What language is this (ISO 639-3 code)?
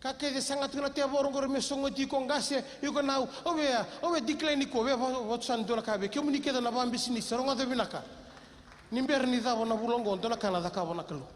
fij